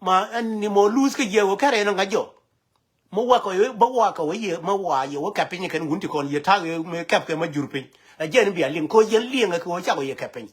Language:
Nuer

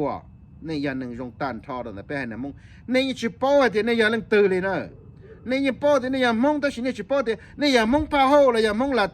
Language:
Hmong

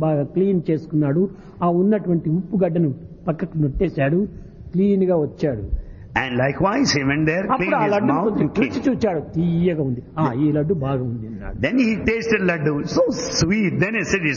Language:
Telugu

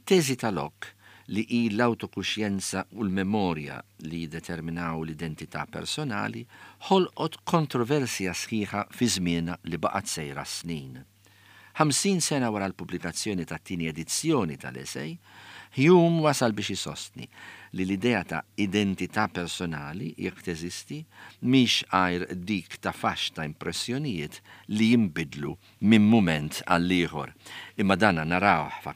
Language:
Maltese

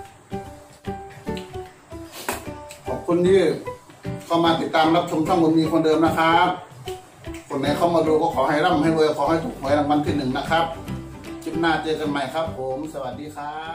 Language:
Thai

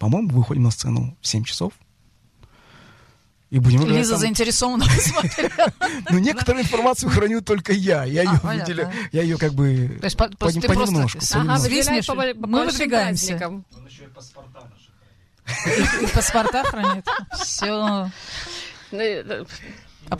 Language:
Russian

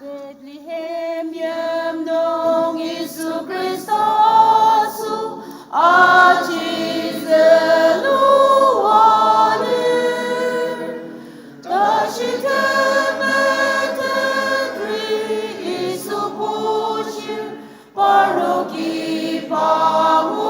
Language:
Ao Naga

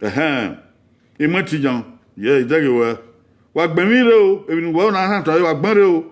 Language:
Bini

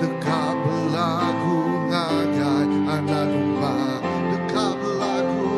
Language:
Iban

